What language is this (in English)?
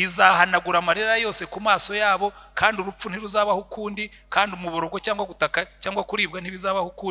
Kinyarwanda